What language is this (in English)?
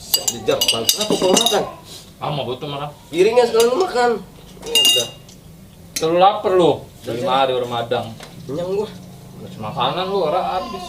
Betawi